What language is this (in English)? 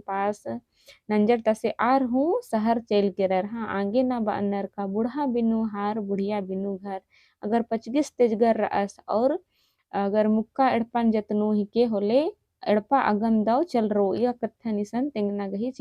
Kurukh